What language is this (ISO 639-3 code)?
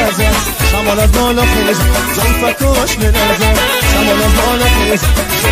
fas